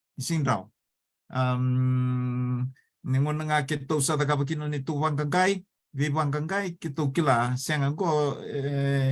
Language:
Fijian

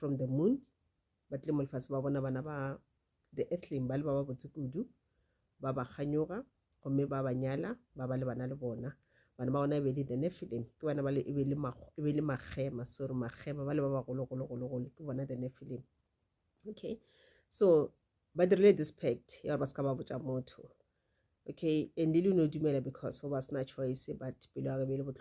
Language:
Northern Sotho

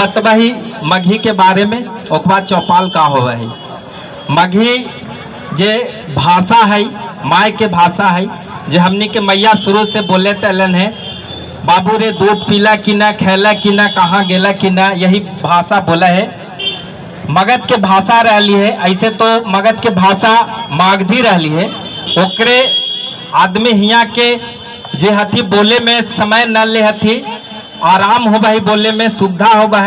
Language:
Magahi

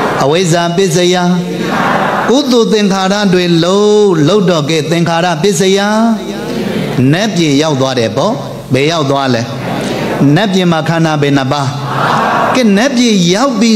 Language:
Burmese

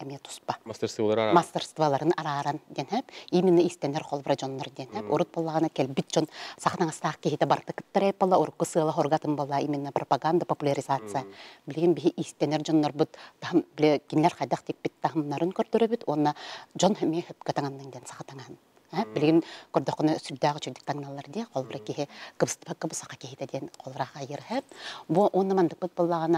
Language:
Yakut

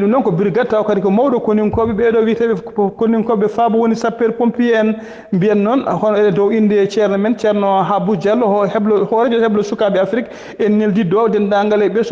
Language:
Fula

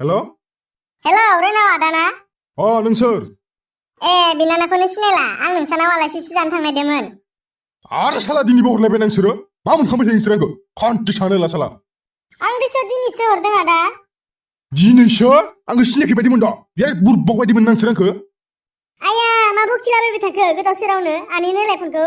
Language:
Bodo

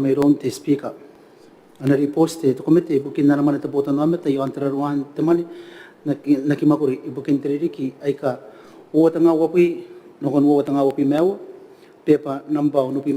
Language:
Gilbertese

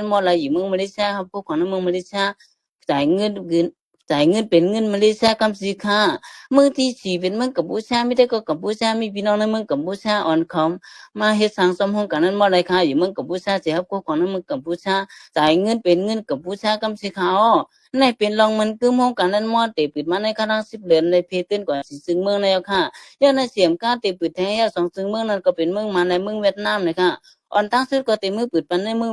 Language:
Shan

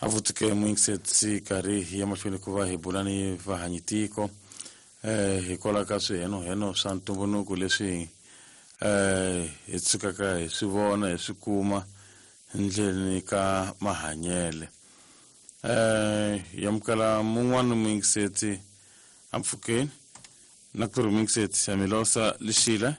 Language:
Tsonga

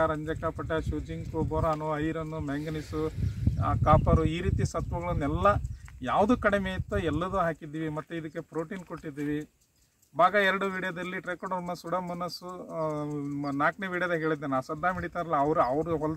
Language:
Kannada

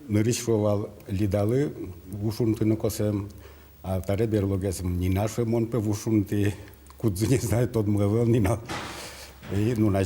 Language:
Udmurt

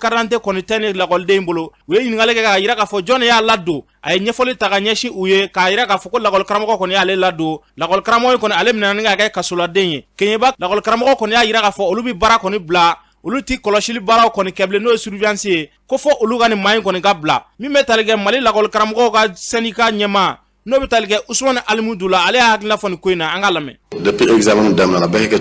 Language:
Bambara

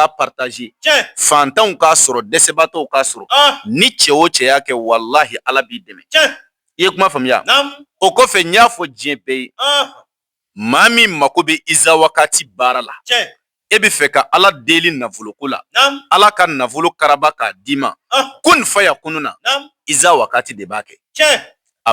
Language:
Bambara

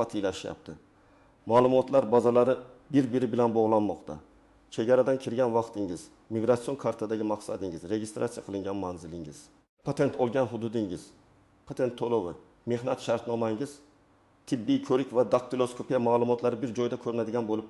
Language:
Uzbek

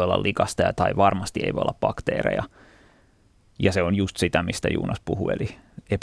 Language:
Finnish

